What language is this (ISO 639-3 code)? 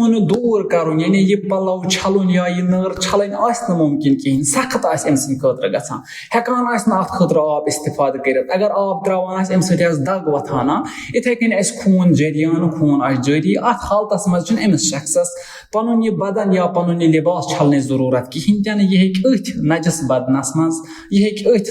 kas